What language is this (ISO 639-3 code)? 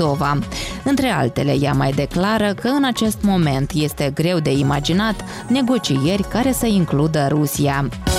ron